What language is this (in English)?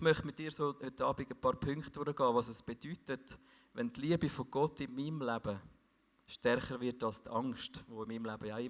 Swiss German